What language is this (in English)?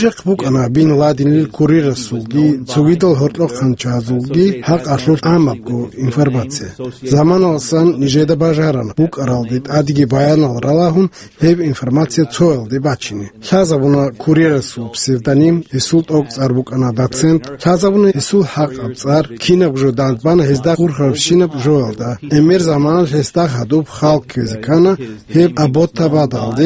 Avaric